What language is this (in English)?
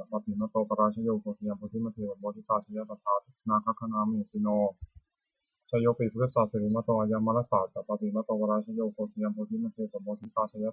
Pali